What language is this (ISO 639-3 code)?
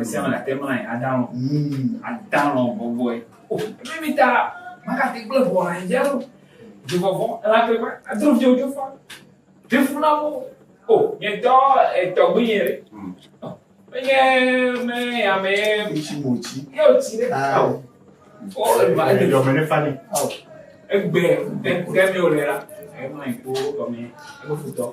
ewe